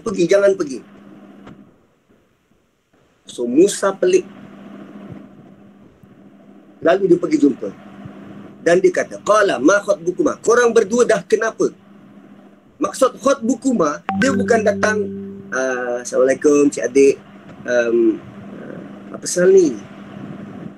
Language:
Malay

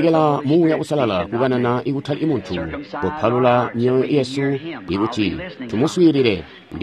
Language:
Tonga (Zambia)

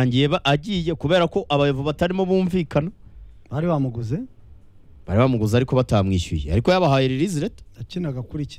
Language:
Kinyarwanda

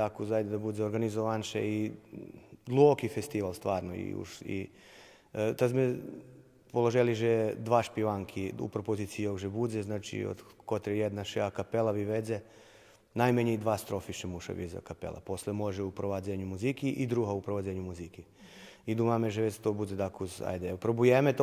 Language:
Rusyn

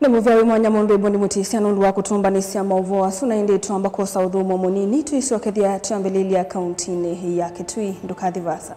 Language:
Kamba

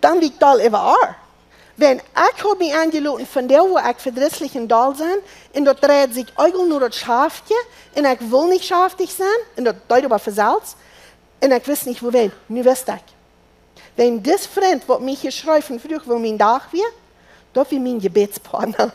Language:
Plautdietsch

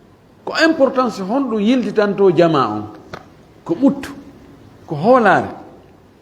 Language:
Fula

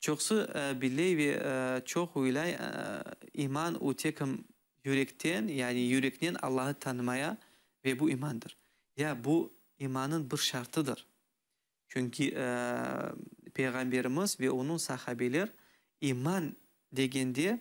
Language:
Crimean Tatar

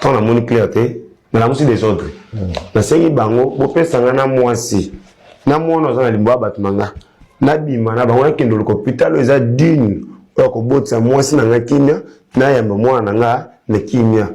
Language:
Lingala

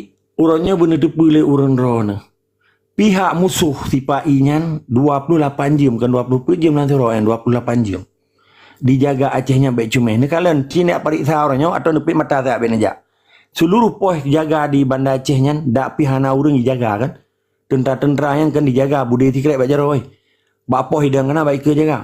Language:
Achinese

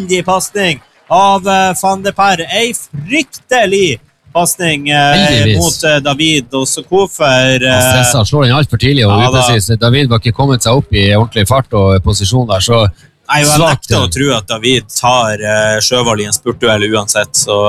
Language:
Norwegian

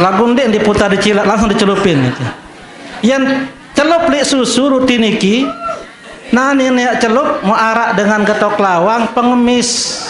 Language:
Sasak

